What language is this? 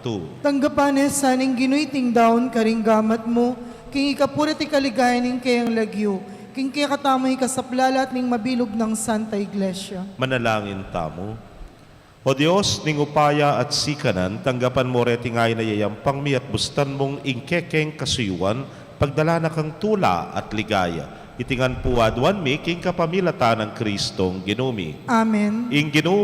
Pampanga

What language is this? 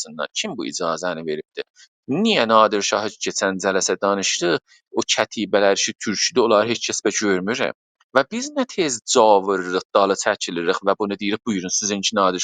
South Azerbaijani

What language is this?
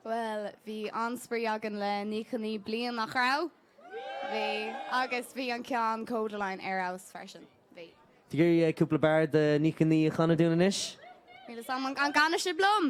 Irish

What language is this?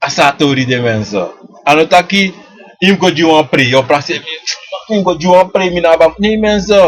Sranan Tongo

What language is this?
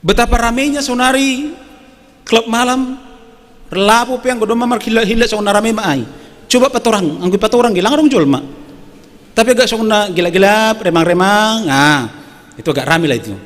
Batak Simalungun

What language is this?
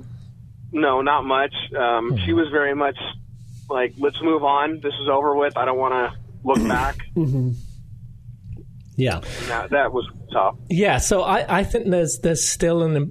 English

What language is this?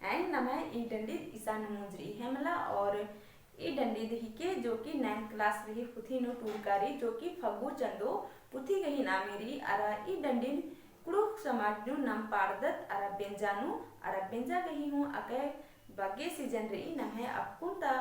Kurukh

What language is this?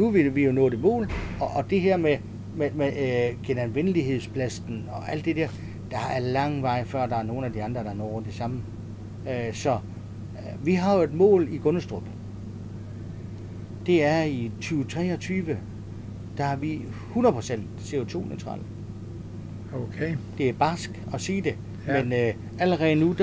Danish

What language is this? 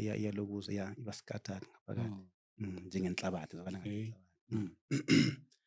Zulu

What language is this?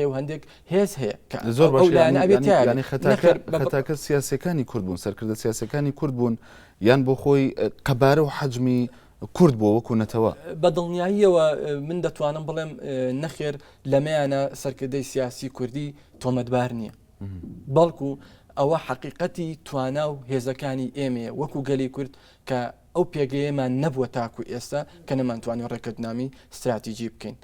Central Kurdish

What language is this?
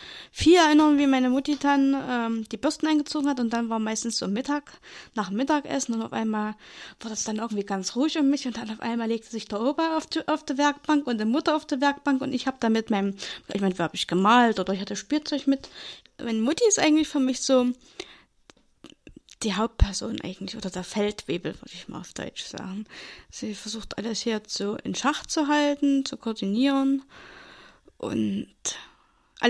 German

